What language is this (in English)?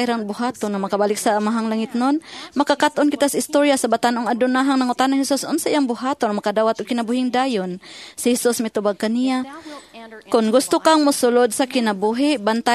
Cebuano